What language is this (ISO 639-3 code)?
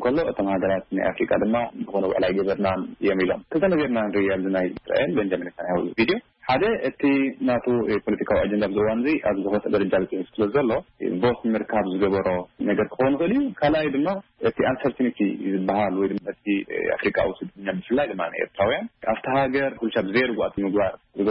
tir